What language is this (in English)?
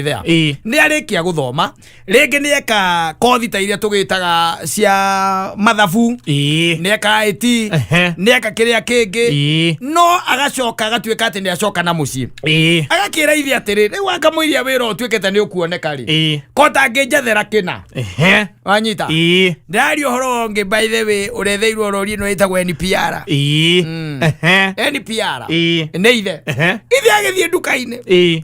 Kikuyu